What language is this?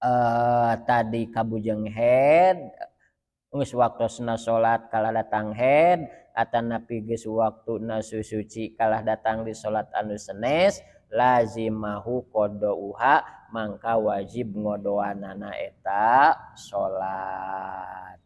Sundanese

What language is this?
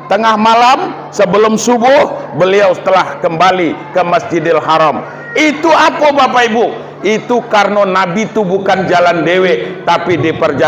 Minangkabau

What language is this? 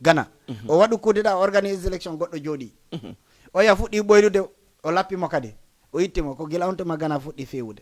Fula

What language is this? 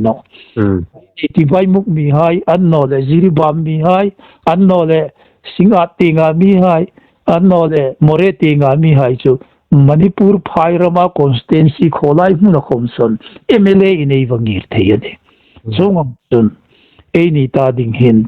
Hmar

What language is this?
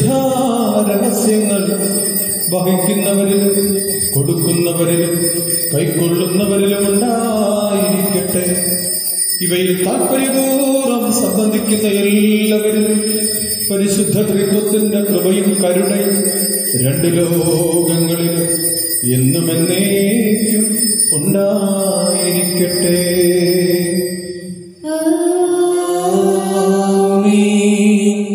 Malayalam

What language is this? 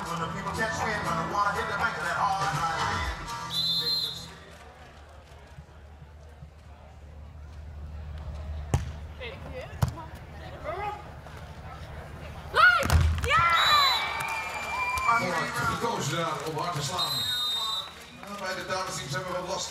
Dutch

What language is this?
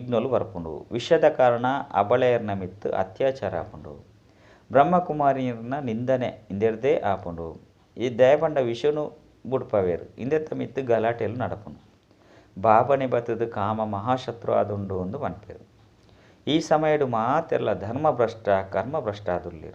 Tulu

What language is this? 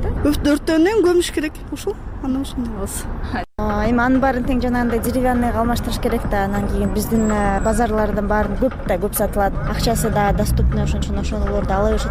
Kyrgyz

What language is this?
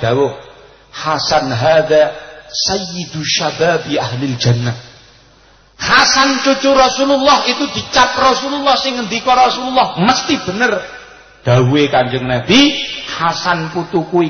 Javanese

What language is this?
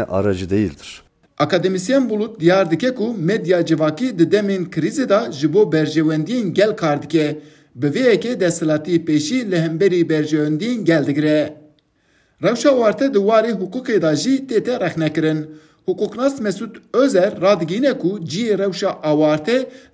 Kurdish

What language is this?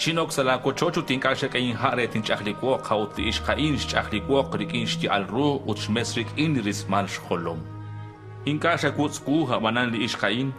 Kekchí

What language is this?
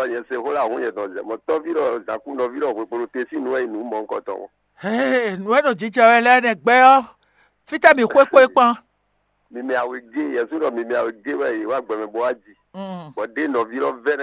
Fon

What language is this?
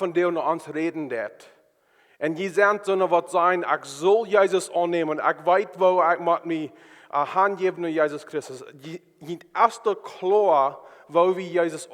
Plautdietsch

